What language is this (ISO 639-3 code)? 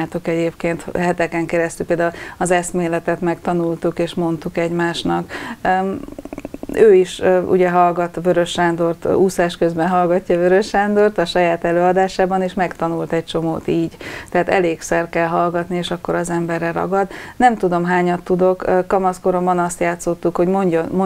hun